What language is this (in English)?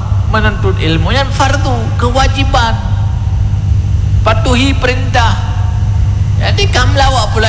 Malay